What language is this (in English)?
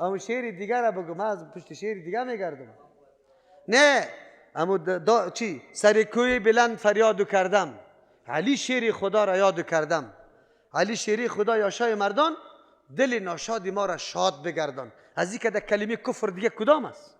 Persian